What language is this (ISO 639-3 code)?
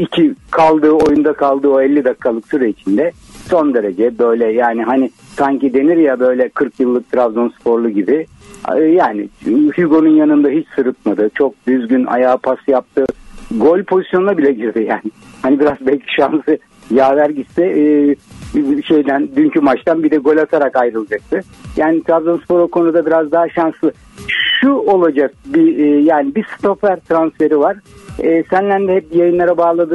tur